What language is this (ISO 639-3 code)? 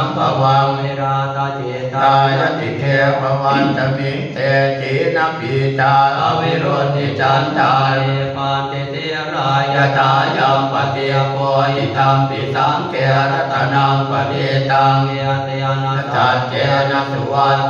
pli